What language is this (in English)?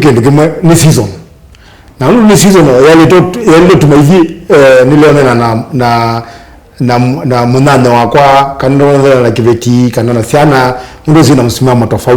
Kamba